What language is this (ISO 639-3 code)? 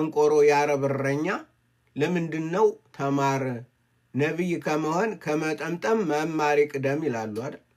amh